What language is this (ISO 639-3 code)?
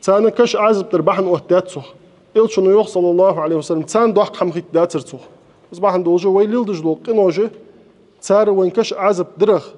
inh